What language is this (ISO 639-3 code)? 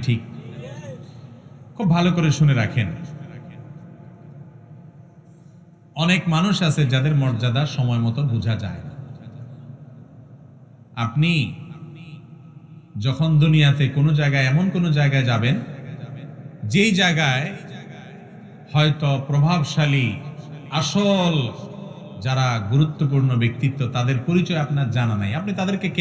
ben